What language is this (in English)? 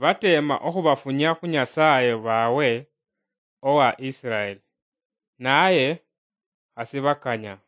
Luyia